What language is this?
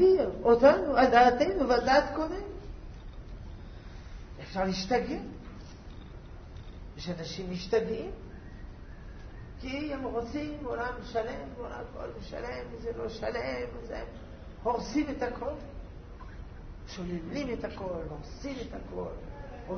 Hebrew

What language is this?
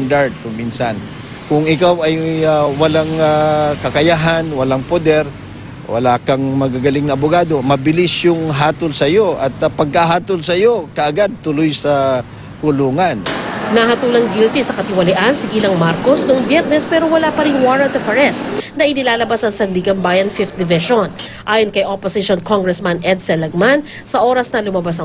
Filipino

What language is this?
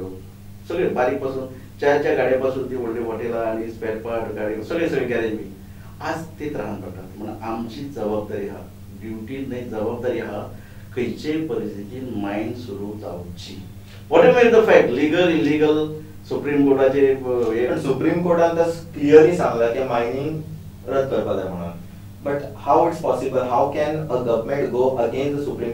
Konkani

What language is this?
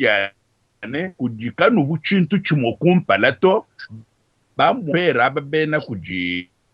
Luba-Lulua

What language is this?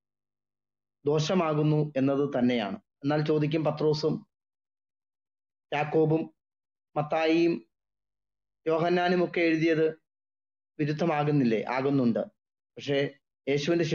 Malayalam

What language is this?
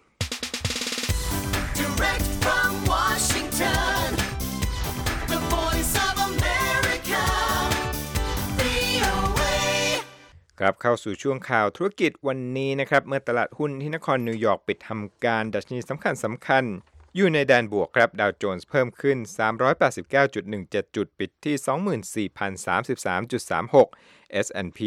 Thai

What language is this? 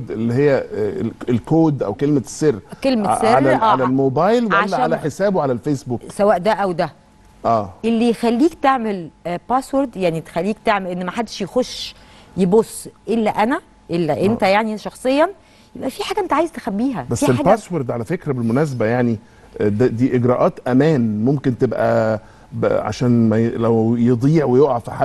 Egyptian Arabic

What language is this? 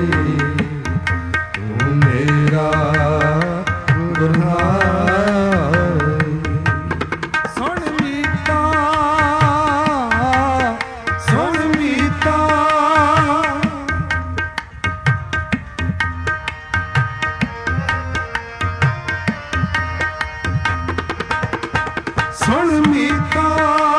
Punjabi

